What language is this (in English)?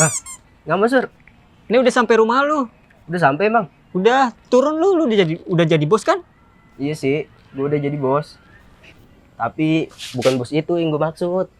Betawi